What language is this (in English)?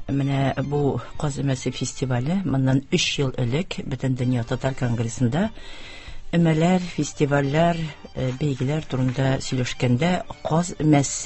Tatar